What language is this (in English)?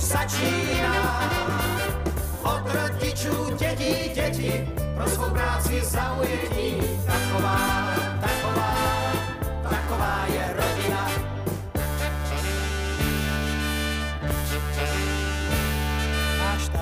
Czech